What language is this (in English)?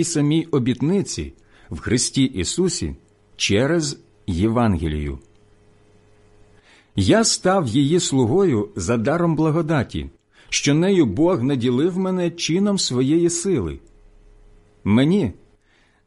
Ukrainian